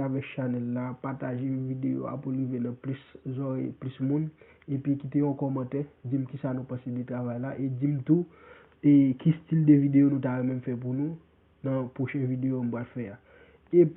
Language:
Haitian Creole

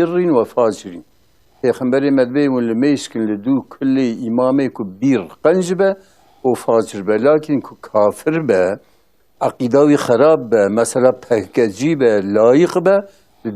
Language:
Kurdish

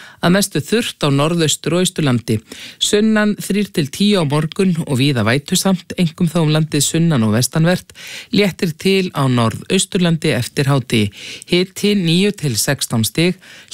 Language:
Icelandic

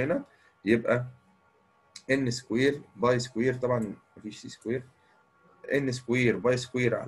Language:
Egyptian Arabic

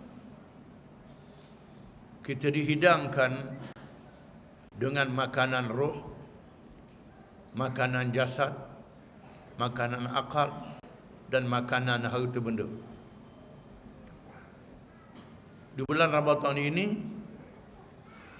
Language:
Malay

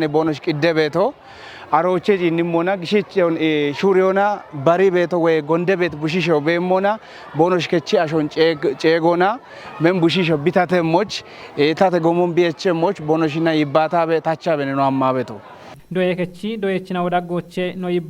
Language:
Kafa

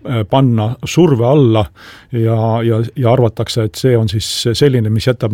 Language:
Estonian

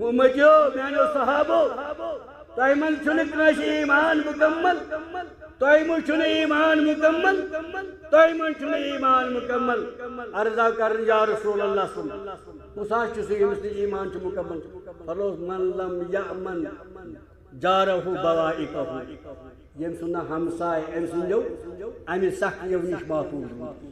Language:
Kashmiri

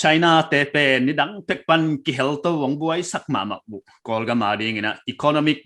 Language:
Paite Chin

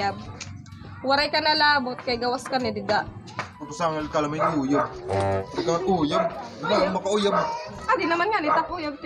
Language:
Waray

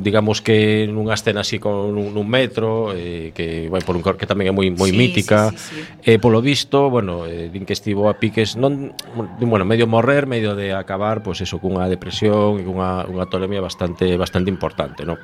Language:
Galician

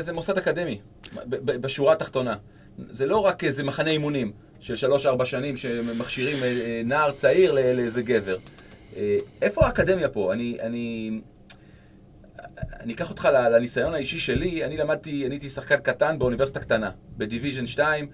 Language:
Hebrew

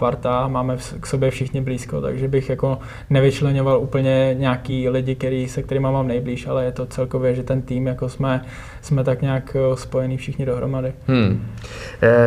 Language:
Czech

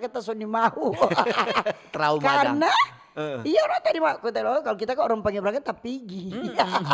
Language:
Manado Malay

